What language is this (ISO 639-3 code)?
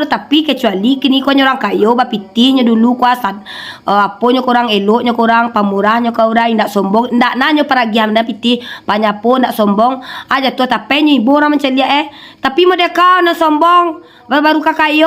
min